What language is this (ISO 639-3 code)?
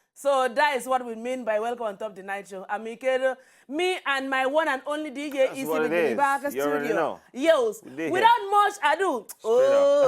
pcm